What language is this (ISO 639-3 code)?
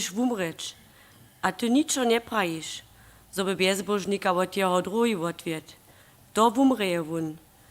hsb